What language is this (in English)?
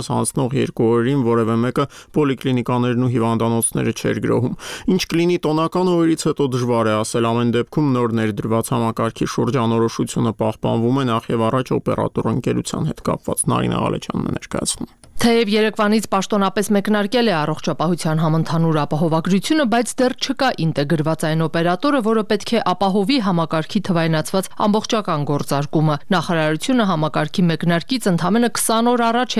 Armenian